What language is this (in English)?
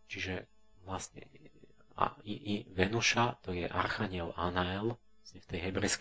Slovak